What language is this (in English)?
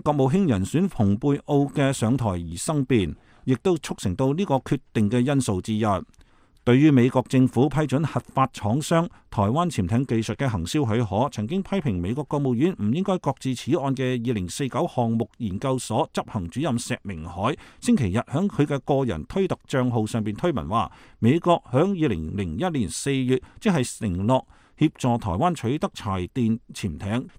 Cantonese